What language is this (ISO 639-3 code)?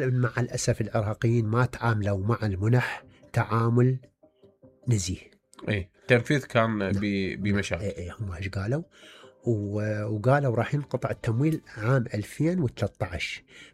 acm